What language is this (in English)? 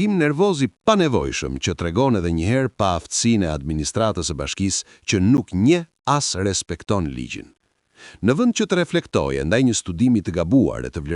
Albanian